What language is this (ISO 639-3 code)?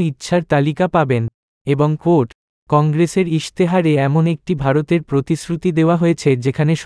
ben